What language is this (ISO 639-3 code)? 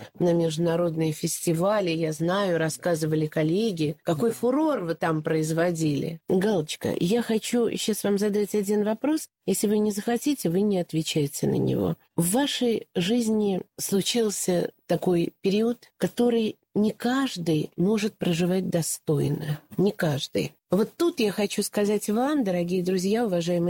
rus